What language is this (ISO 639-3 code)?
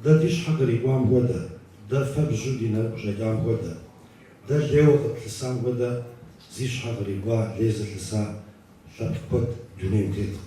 kbd